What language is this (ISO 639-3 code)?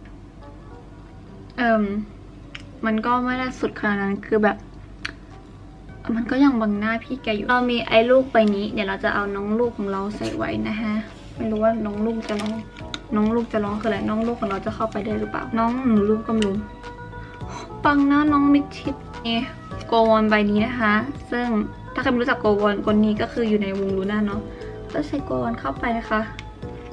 tha